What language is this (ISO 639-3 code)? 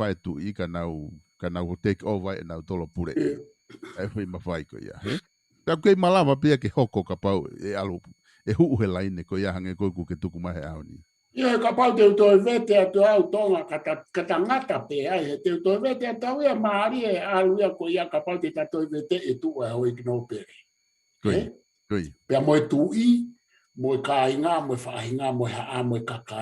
ton